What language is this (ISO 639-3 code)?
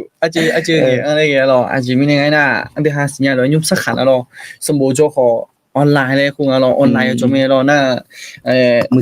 ahk